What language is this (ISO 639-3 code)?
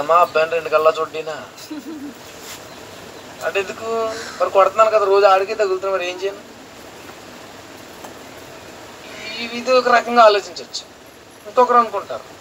tel